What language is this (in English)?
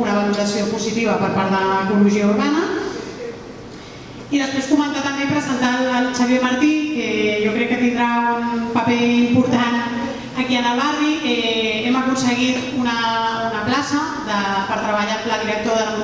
Catalan